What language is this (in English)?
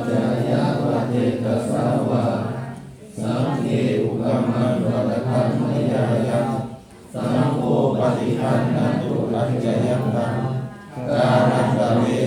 Pali